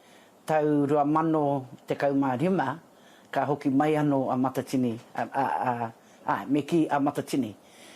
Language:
Māori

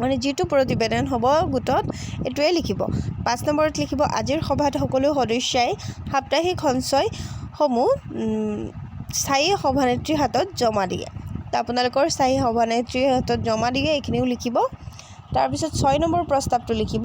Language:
Assamese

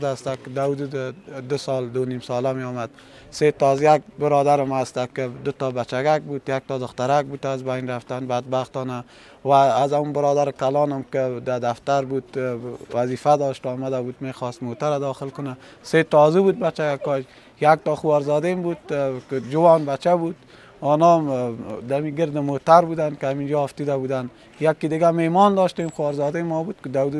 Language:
Persian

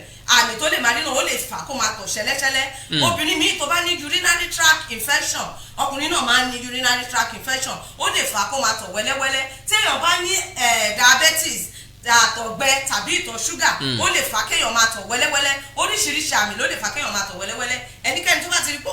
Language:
Yoruba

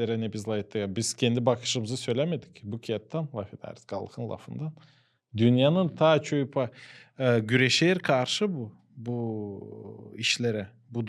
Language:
Gagauz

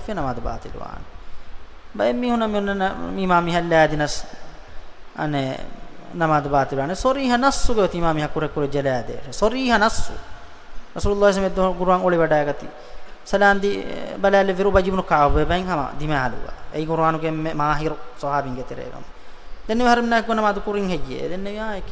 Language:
Divehi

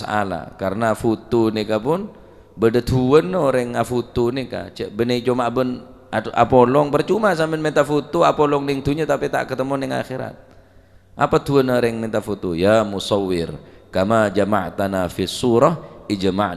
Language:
Madurese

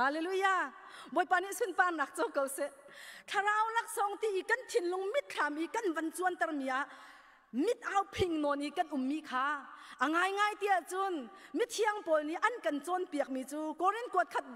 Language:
Hakha Chin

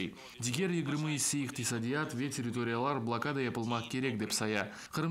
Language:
Crimean Tatar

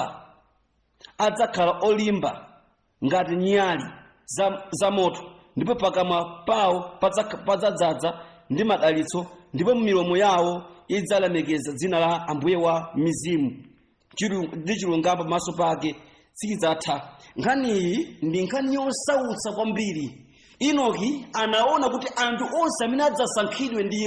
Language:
Nyanja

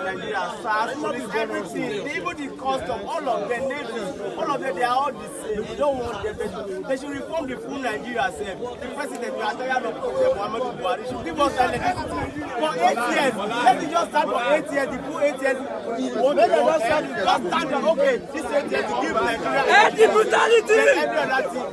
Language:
Nigerian Pidgin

